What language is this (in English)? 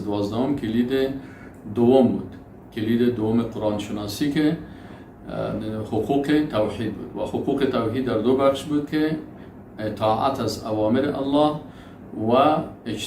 Persian